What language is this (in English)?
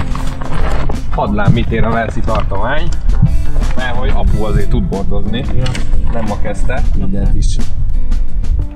Hungarian